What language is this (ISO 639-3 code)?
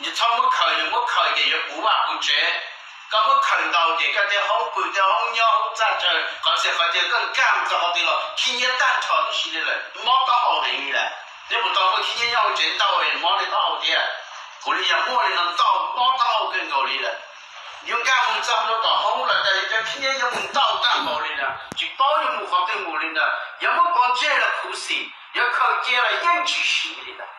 hmn